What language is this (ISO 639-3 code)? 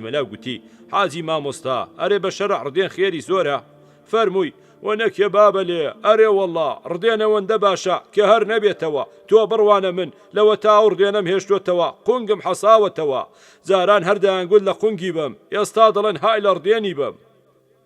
ckb